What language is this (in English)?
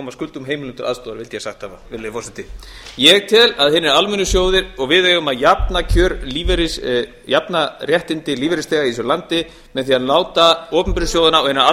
Icelandic